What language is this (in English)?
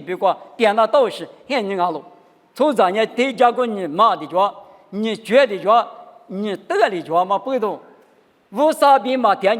Lisu